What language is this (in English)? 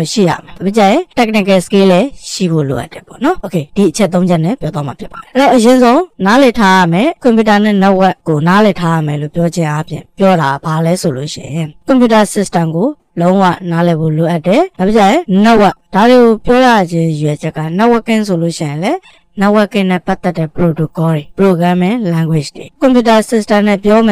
Burmese